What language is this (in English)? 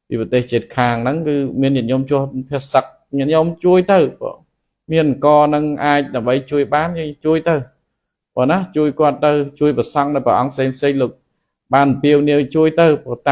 Khmer